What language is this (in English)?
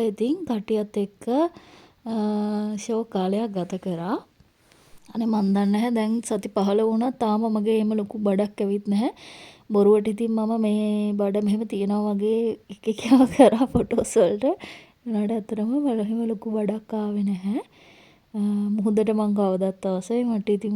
Sinhala